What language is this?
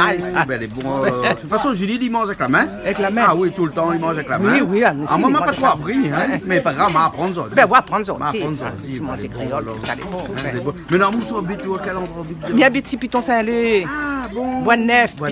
Réunion Creole French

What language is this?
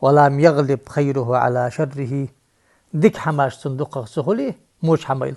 Ingush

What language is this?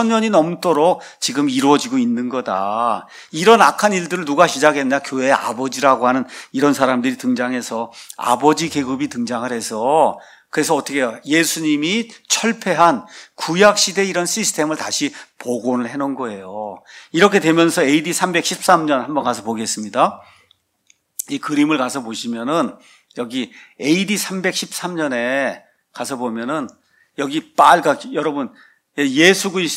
Korean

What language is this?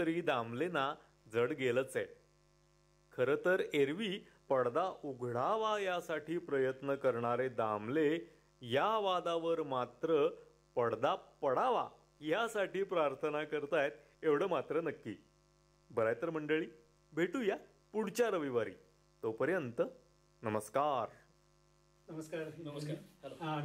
Marathi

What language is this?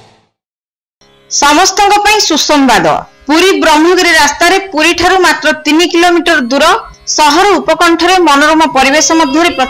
Odia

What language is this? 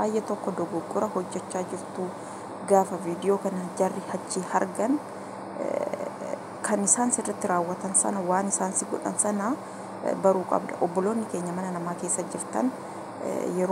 Oromo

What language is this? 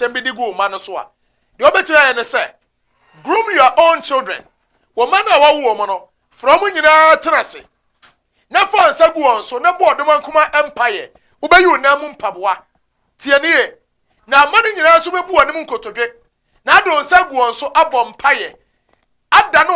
Akan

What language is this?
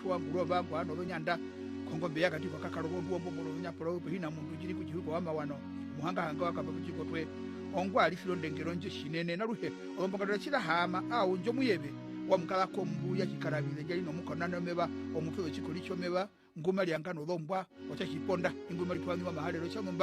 Herero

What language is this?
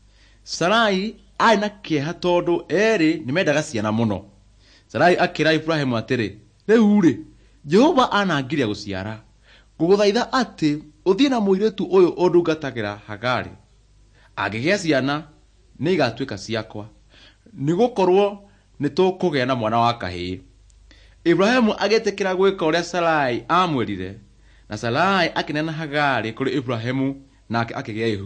Kikuyu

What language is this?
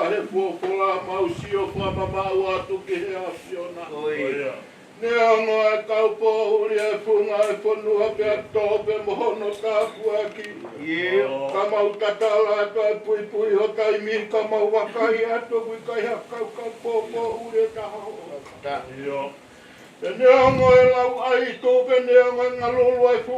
Tongan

